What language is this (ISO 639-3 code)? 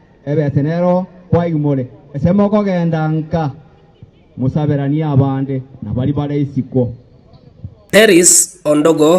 guz